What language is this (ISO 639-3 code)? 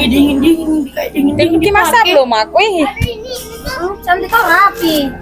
bug